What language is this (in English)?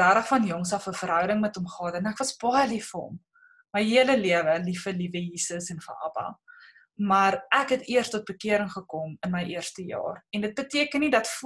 Afrikaans